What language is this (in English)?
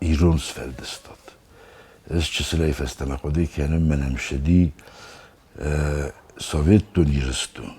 Ossetic